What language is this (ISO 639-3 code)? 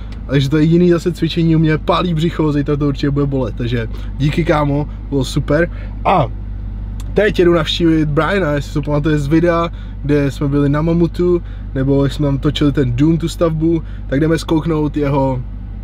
ces